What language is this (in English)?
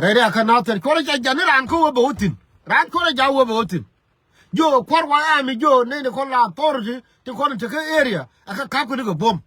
Nuer